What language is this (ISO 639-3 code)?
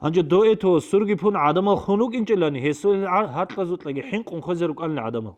ava